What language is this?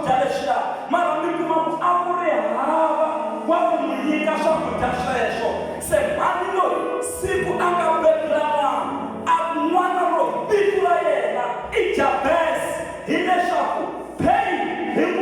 Tsonga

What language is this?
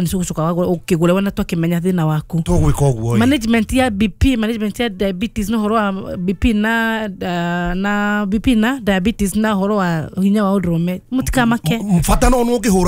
Kikuyu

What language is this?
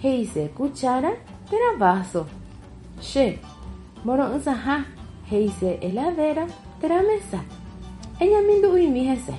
Guarani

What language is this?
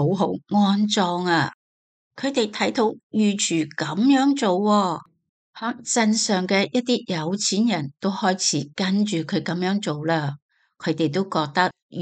Cantonese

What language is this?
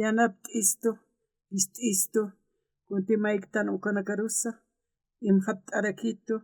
Aymara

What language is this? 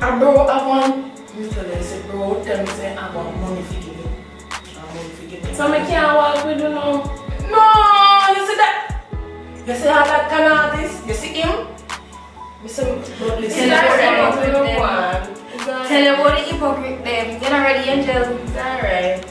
Jamaican Creole English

